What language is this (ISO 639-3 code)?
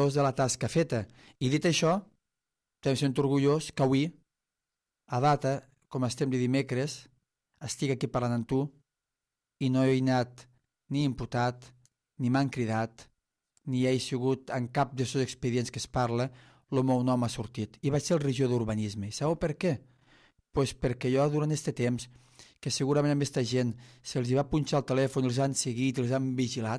cat